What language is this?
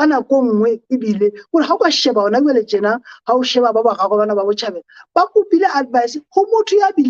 Southern Sotho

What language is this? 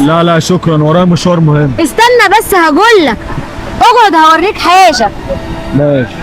Egyptian Arabic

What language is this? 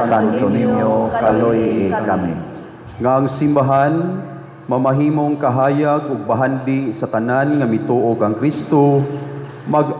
Cebuano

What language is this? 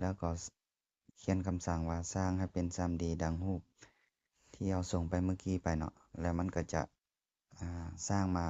Lao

